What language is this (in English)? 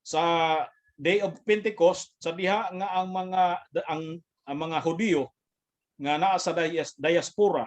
Cebuano